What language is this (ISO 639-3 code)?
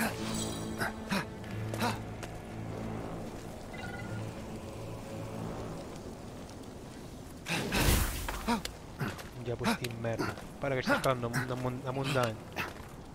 ita